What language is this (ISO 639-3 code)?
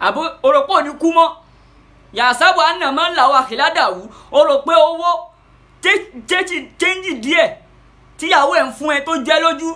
yor